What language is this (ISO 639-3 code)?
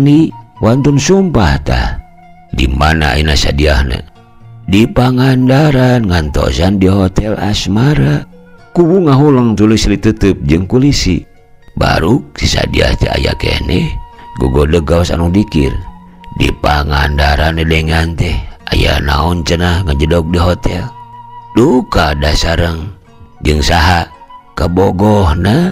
sun